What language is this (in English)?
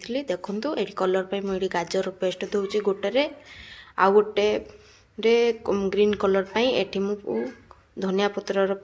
Odia